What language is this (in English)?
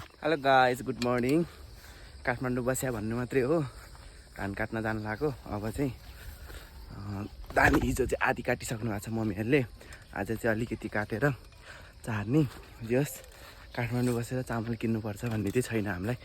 Nepali